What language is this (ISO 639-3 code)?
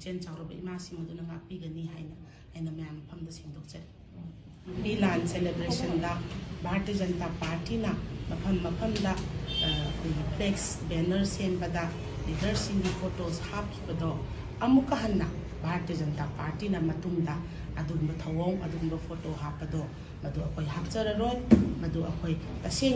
mni